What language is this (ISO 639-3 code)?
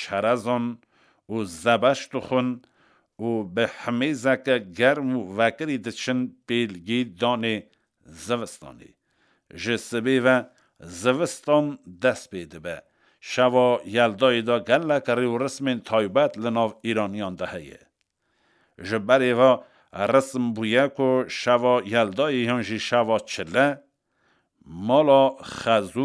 kur